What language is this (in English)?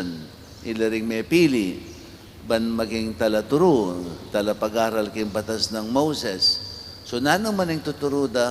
Pampanga